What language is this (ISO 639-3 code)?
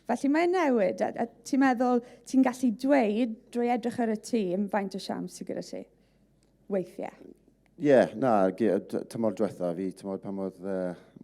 cym